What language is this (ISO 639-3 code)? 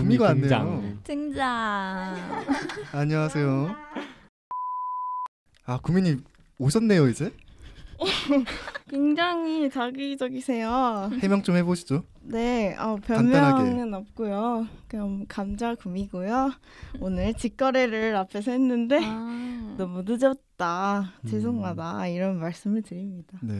kor